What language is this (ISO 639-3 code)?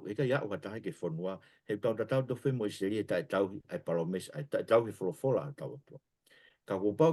ton